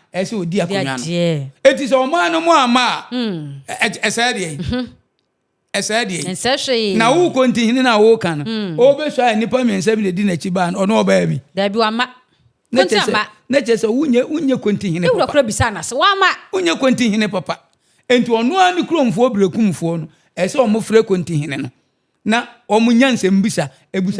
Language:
Akan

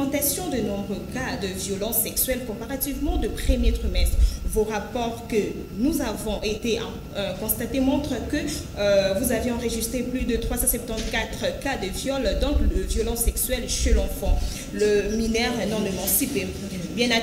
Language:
French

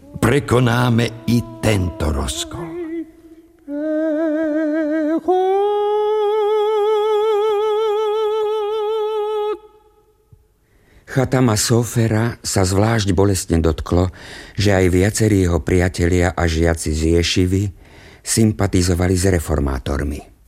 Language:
Slovak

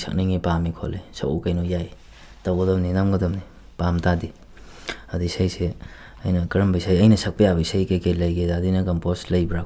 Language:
Manipuri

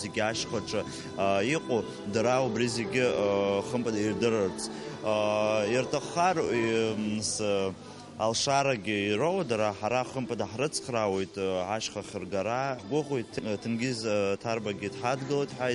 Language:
Abkhazian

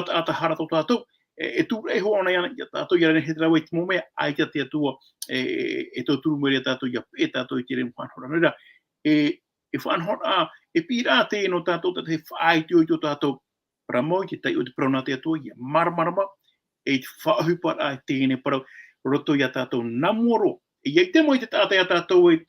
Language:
Tahitian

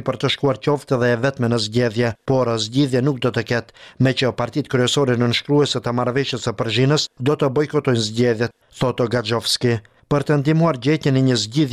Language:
Albanian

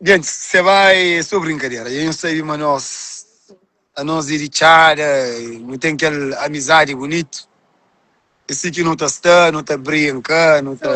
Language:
Kabuverdianu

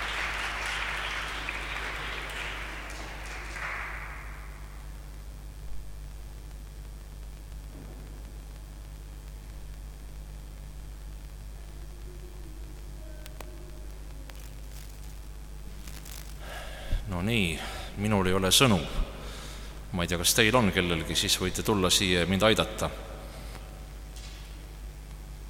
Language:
Estonian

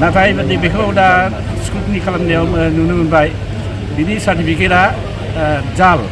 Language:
Bodo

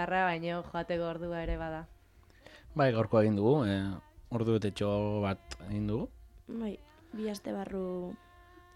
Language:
Basque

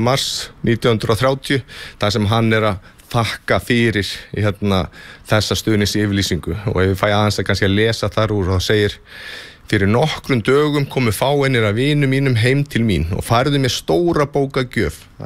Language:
Icelandic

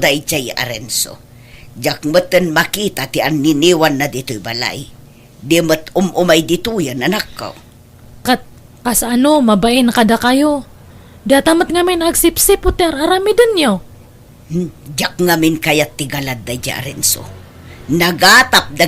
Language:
Iloko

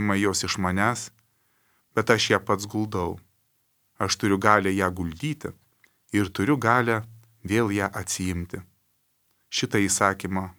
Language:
Lithuanian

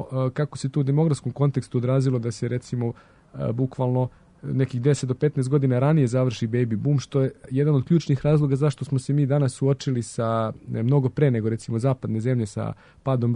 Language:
Serbian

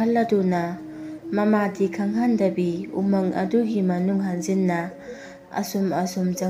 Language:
Manipuri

